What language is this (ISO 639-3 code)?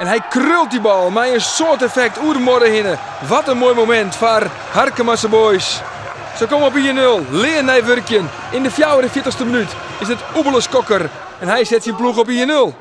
fry